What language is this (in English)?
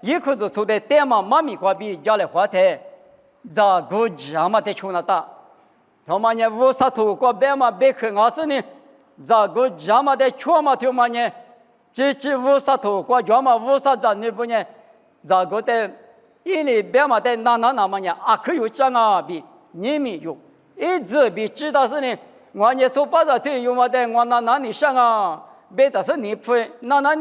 Lisu